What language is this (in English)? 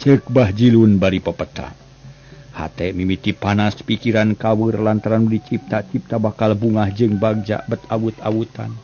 Sundanese